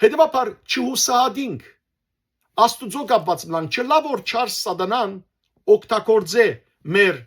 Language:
Western Armenian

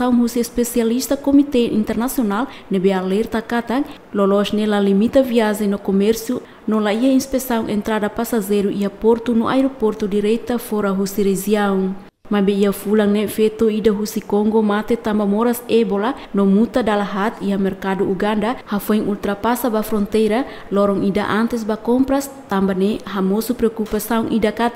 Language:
Tetum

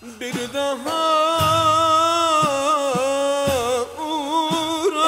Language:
Turkish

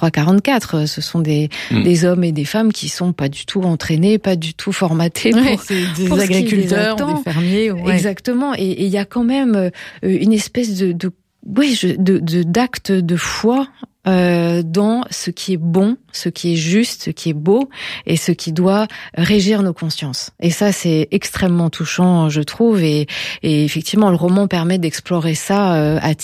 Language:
French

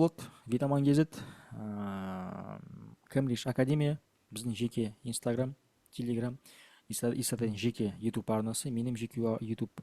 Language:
Kazakh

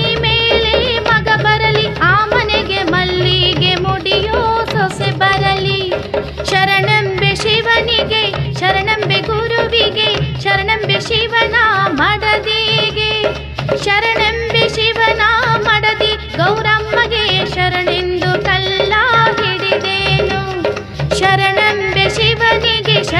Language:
Kannada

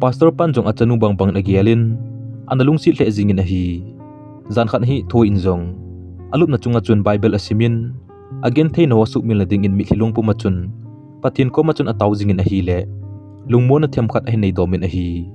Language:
Thado Chin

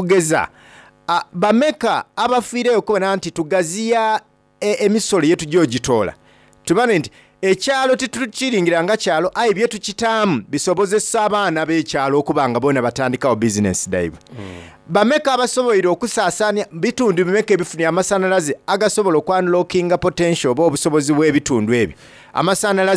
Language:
Soga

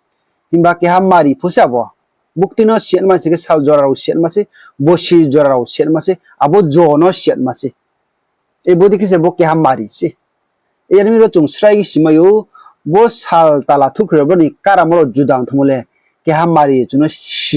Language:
Riang (India)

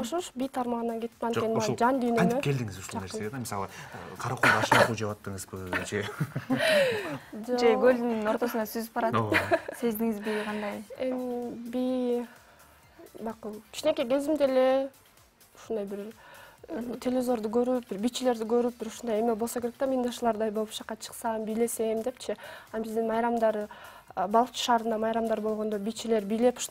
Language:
Kyrgyz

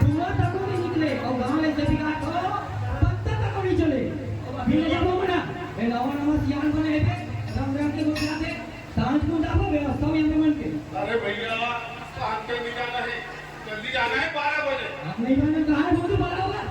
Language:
Chhattisgarhi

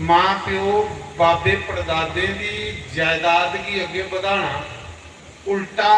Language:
Dogri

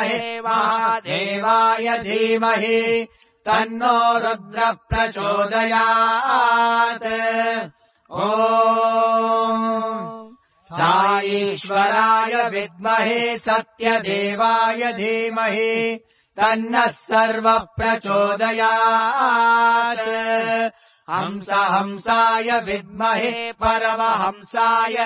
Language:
Sanskrit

